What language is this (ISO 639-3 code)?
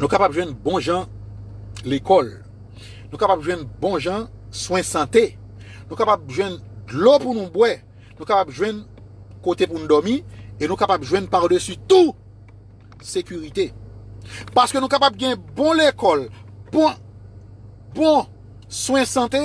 hat